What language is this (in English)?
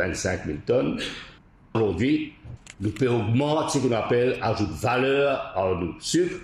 Morisyen